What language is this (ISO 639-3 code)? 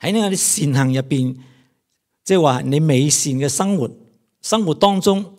yue